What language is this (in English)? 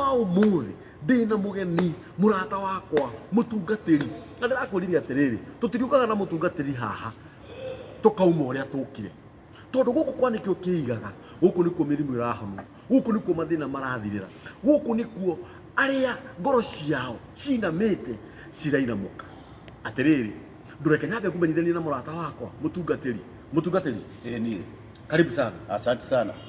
Kikuyu